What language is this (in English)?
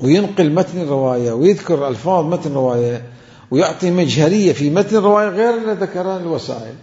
Mesopotamian Arabic